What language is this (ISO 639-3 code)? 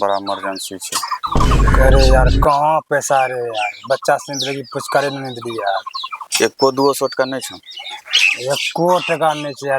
anp